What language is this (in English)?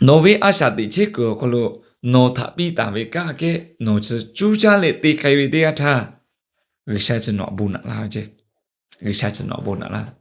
Lahu